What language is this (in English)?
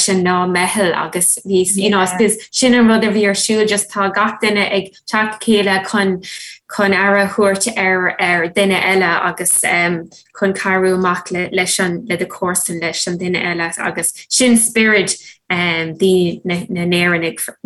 Irish